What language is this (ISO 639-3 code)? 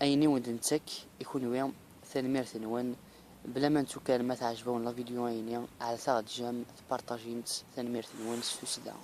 kab